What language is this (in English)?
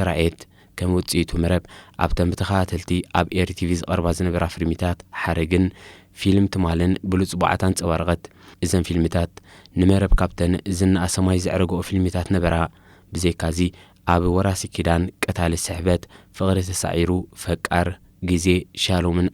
Tigrinya